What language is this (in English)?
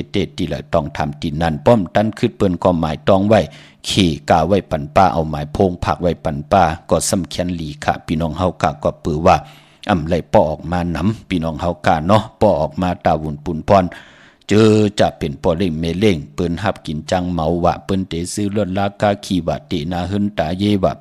Shan